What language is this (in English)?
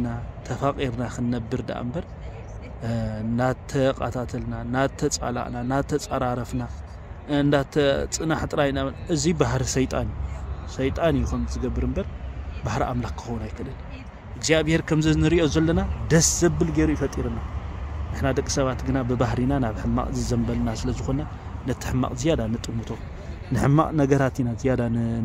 Tigrinya